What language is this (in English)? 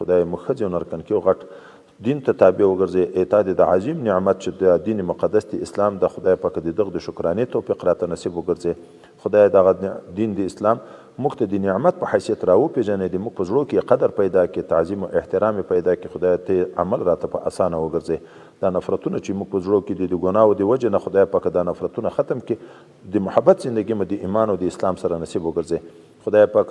Pashto